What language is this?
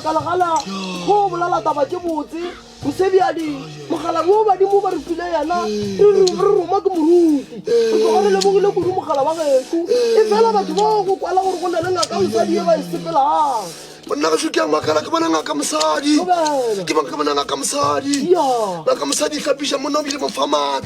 Northern Sotho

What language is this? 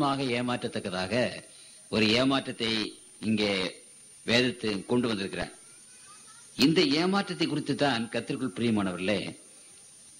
Tamil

